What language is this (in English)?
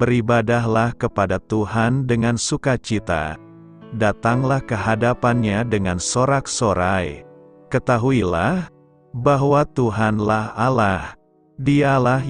Indonesian